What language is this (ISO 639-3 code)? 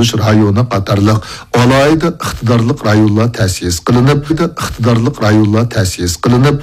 uig